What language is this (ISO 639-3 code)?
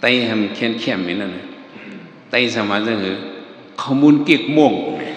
shn